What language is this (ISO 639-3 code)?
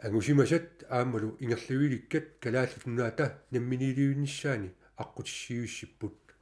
kal